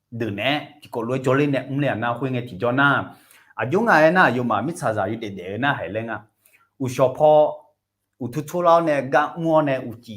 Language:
Akha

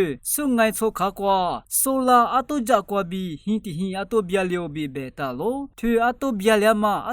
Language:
Lisu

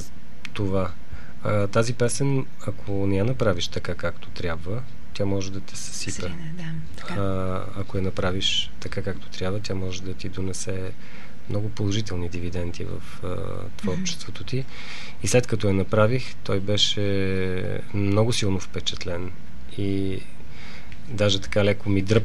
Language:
Bulgarian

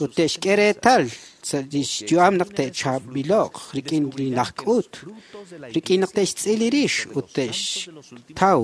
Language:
Kekchí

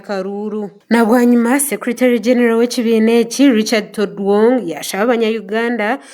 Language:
Nyankole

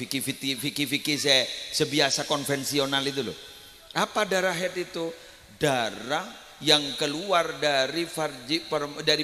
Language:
Madurese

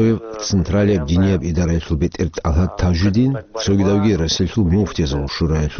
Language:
Avaric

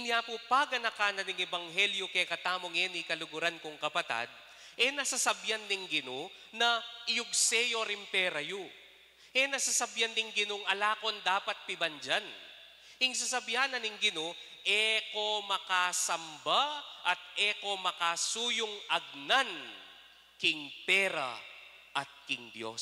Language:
Pampanga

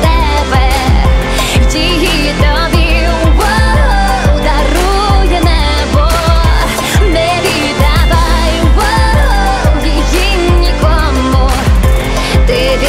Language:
Ukrainian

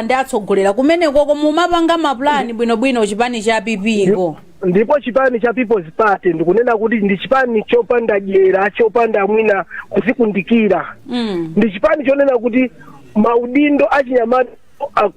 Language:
Nyanja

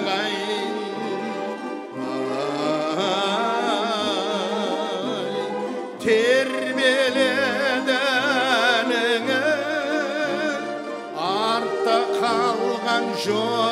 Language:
Kazakh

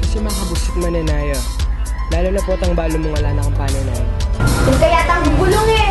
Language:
Pampanga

